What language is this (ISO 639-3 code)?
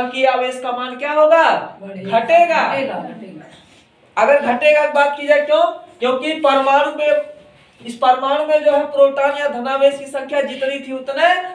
hin